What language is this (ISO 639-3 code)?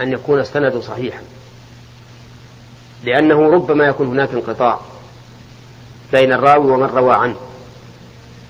ara